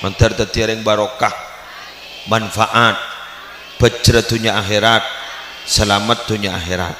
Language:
Madurese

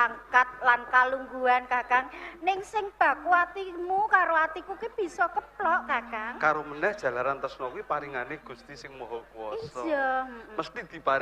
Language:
Javanese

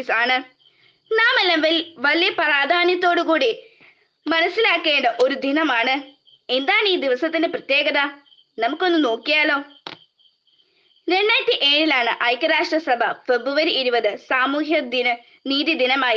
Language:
Malayalam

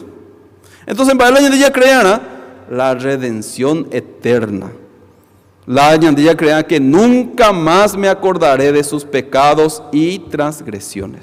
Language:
Guarani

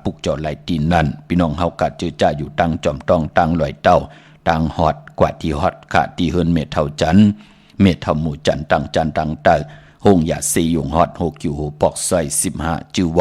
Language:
Shan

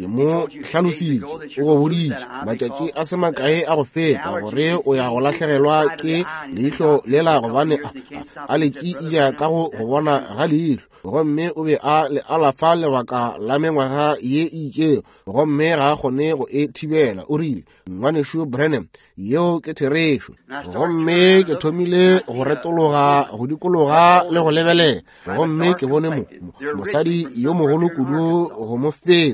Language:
Northern Sotho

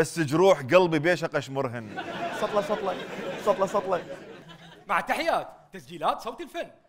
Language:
Mesopotamian Arabic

